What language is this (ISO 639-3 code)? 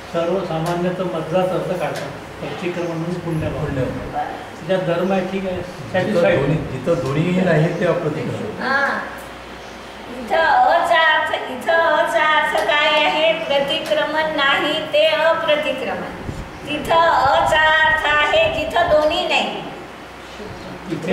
mar